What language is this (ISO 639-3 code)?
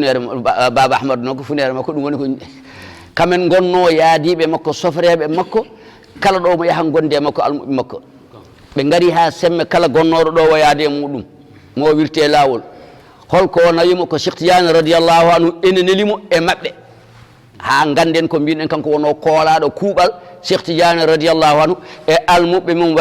ful